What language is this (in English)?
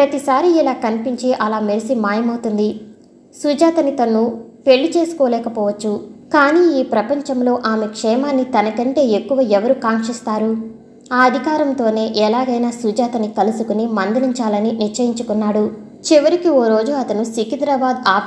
Telugu